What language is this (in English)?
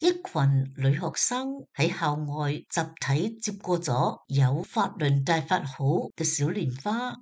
Cantonese